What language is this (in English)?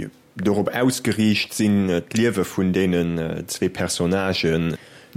Luxembourgish